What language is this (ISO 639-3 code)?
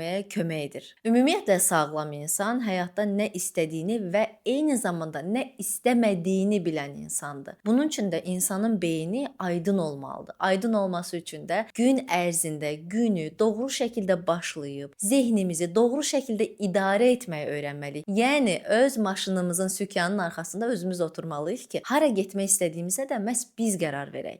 aze